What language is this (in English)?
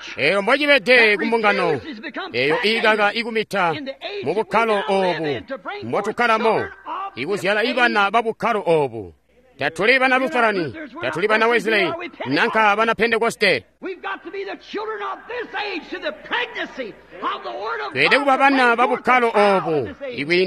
Tonga (Zambia)